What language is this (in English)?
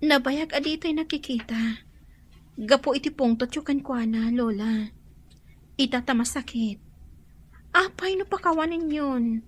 Iloko